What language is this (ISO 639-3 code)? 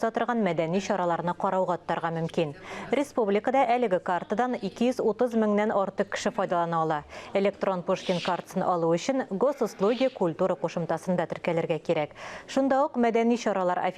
tat